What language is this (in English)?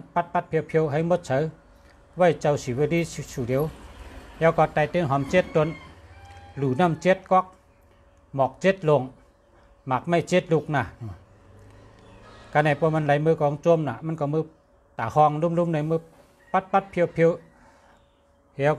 Shan